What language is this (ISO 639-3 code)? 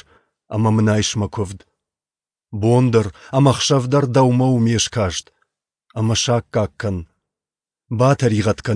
oss